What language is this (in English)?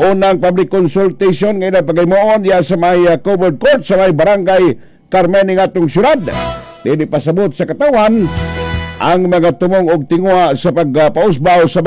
Cebuano